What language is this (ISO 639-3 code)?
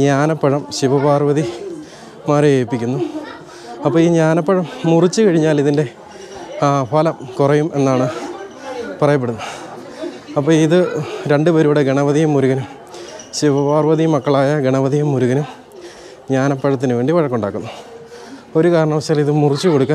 mal